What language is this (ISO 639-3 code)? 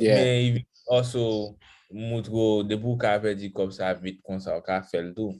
hat